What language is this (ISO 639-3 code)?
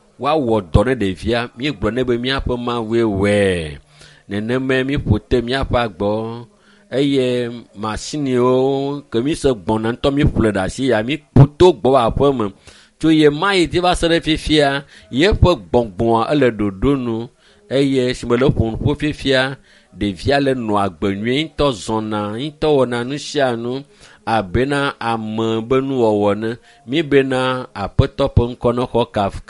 ewe